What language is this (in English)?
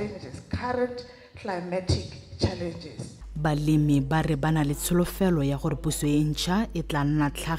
Tswana